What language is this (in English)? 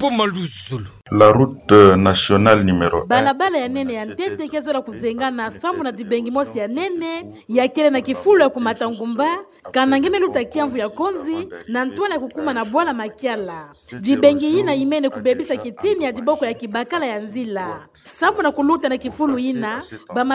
Kituba (Democratic Republic of Congo)